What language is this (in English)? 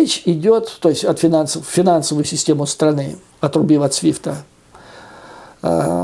Russian